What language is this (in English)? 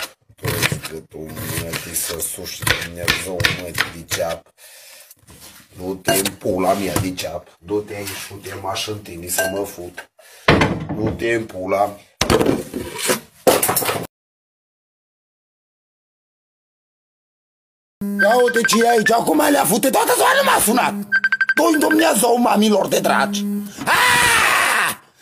Romanian